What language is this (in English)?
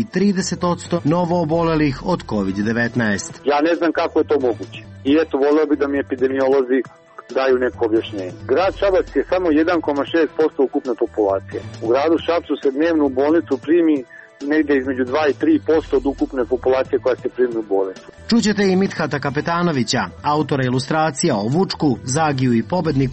Serbian